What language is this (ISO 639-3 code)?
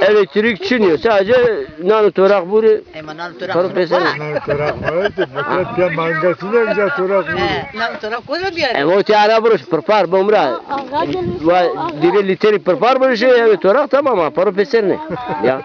zza